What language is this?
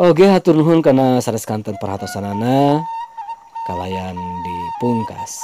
Sundanese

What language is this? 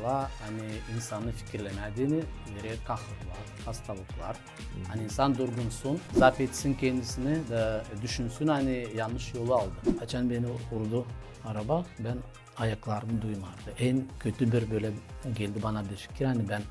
Gagauz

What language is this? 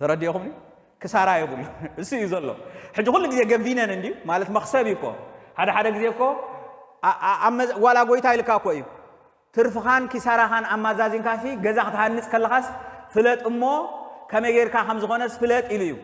Tigrinya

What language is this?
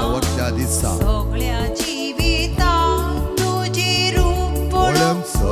Konkani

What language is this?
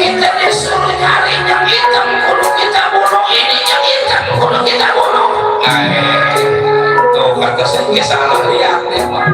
Betawi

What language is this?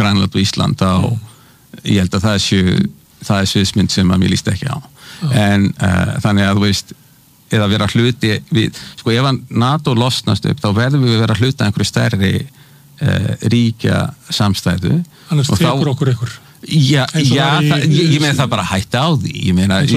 Icelandic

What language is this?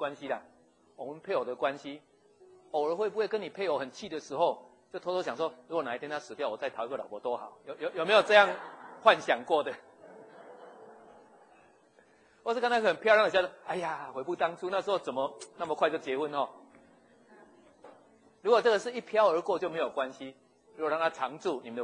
Chinese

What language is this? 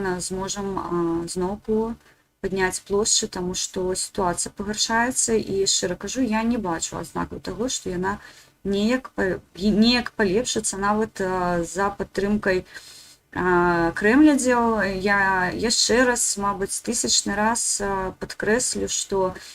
Belarusian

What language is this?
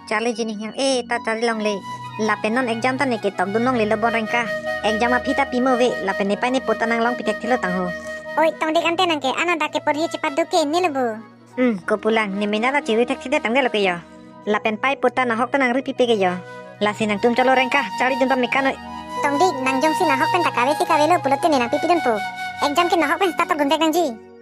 Karbi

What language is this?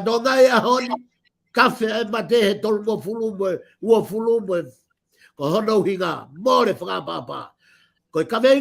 Tongan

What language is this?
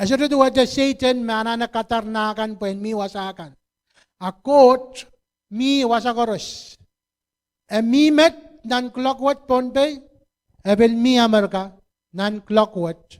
Pohnpeian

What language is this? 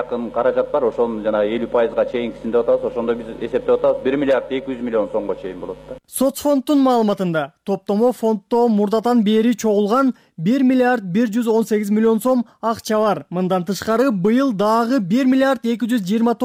Kyrgyz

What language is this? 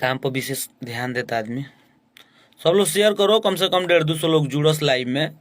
Bhojpuri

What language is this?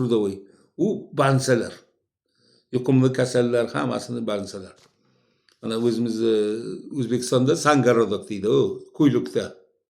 Uzbek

